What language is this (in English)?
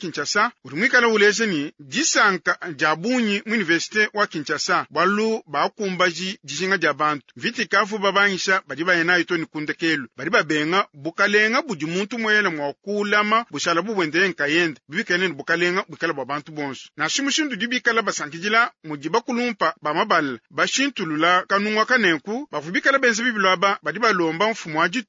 Luba-Lulua